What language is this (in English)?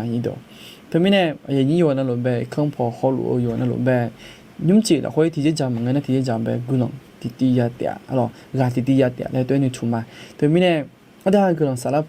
Akha